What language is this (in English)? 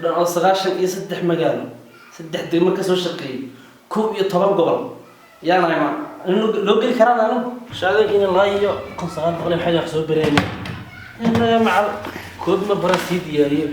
Somali